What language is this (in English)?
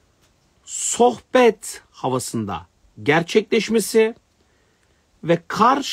Turkish